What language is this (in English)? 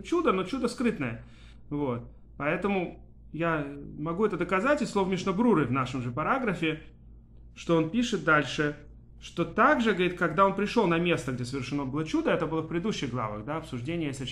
Russian